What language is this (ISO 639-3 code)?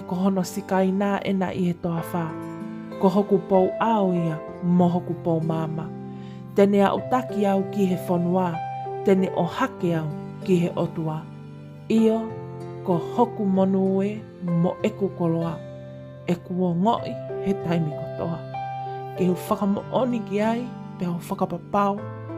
ton